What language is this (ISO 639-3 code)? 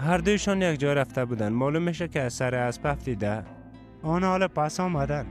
fas